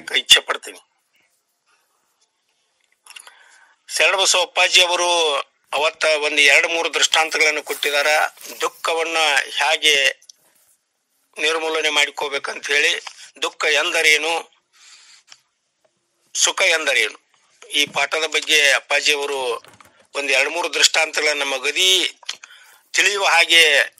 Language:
Kannada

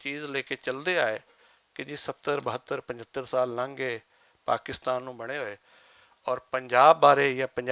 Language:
Western Panjabi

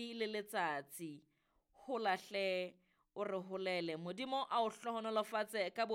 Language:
Southern Sotho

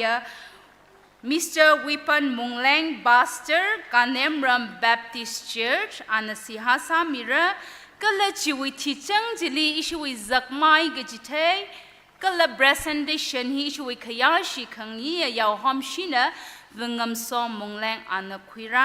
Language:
Tangkhul Naga (India)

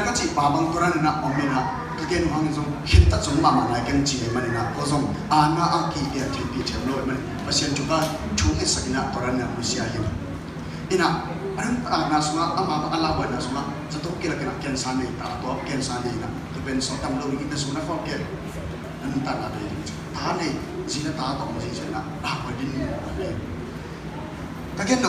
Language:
Tedim Chin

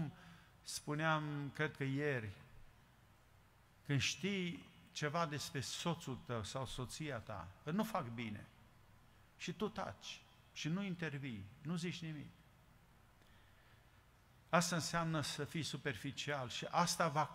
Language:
Romanian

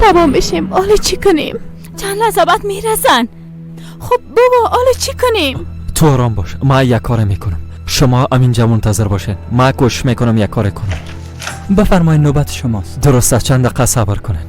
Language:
Persian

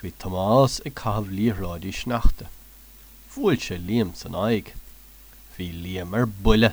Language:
Irish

